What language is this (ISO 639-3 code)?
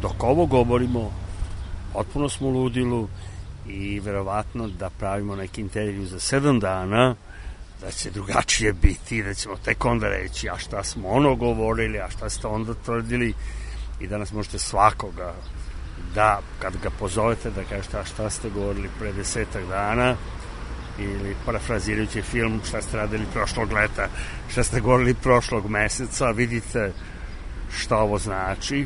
srp